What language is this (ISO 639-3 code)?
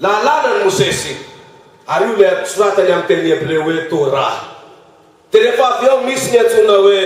mlg